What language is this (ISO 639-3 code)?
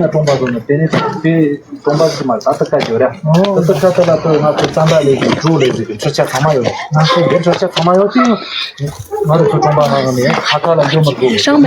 bod